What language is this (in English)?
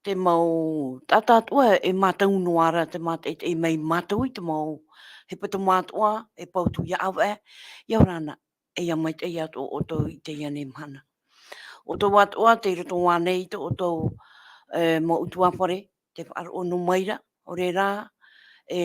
Tahitian